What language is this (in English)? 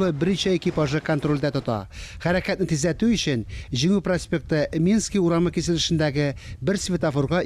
Tatar